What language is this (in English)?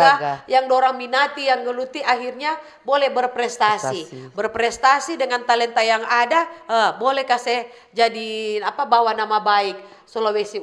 Manado Malay